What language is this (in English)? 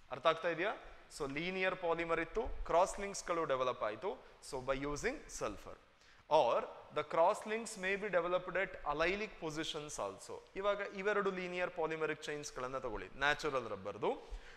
Kannada